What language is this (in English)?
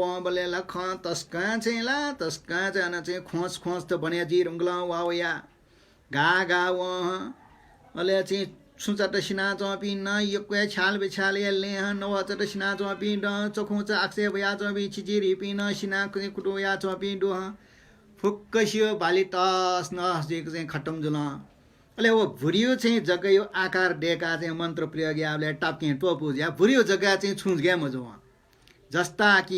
Newari